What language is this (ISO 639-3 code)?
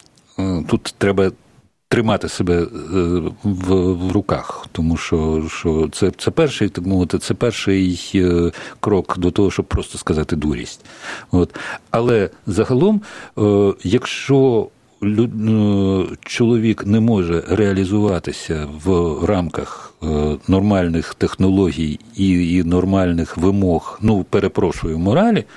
ukr